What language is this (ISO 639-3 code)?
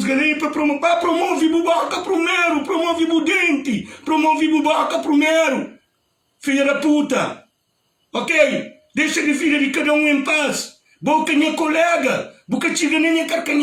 kea